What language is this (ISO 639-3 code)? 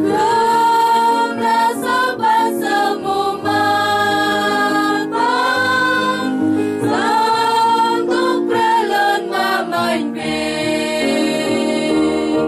cmo